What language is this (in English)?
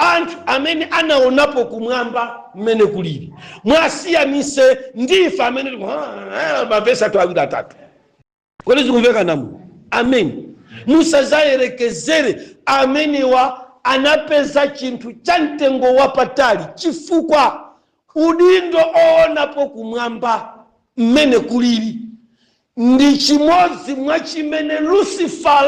Nyanja